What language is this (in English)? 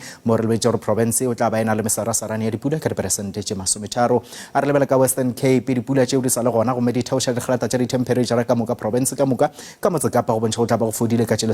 Northern Sotho